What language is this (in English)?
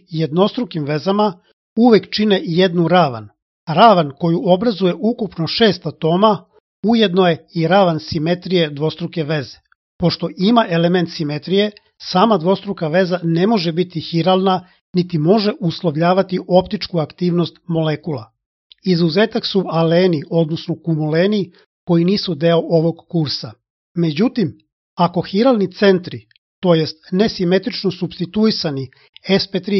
Serbian